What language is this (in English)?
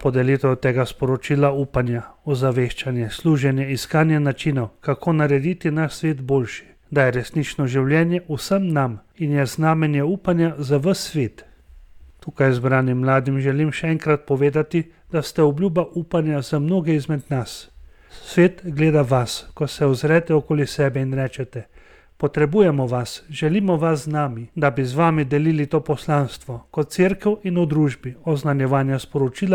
Slovenian